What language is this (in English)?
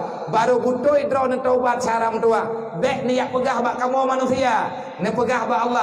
Achinese